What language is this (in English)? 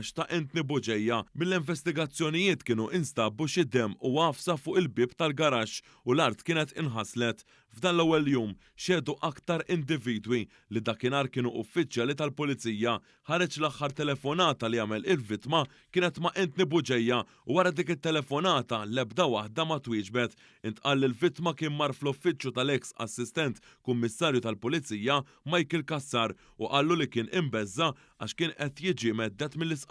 Maltese